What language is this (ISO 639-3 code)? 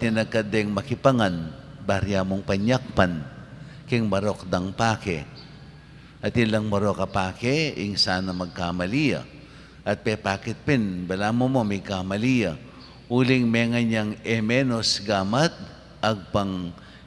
pam